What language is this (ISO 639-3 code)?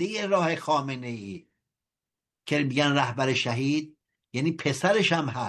fas